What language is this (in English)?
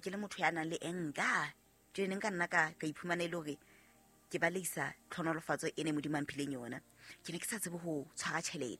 Southern Sotho